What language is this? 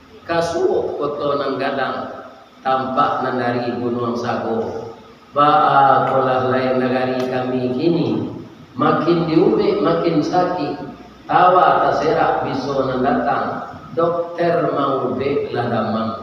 Minangkabau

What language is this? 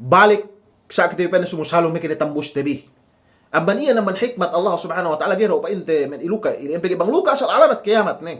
Yakan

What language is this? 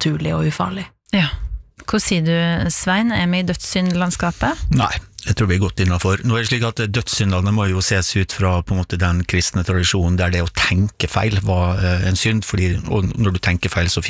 Norwegian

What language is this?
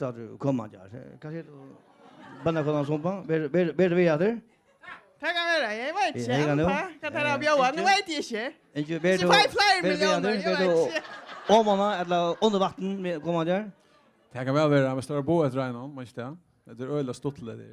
Faroese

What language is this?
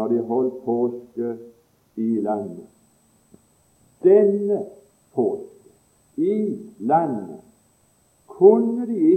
Norwegian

